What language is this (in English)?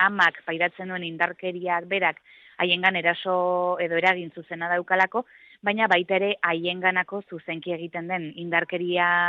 Basque